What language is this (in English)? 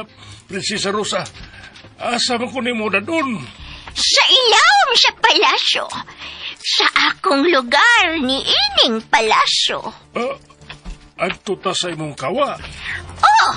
Cebuano